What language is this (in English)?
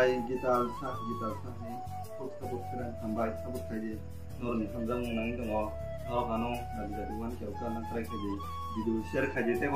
Kok Borok